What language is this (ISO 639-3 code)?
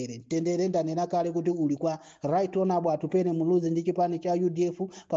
nya